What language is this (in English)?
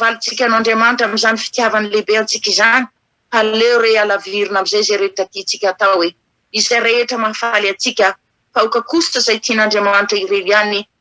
Malagasy